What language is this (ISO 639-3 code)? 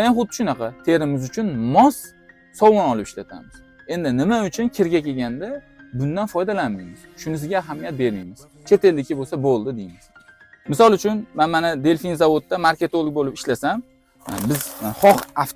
uzb